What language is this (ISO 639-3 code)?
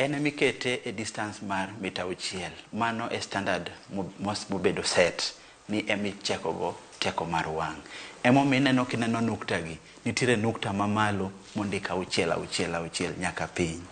luo